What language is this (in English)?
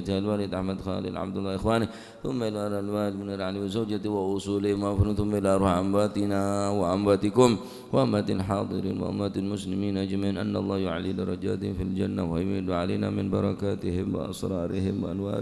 Madurese